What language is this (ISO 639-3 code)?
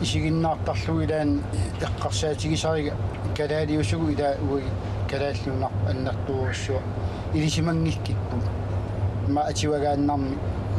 kal